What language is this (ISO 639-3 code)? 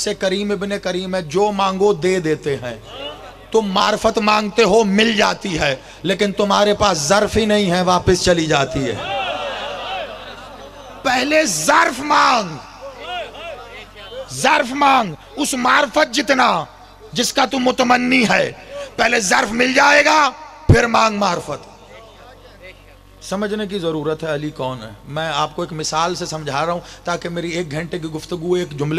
urd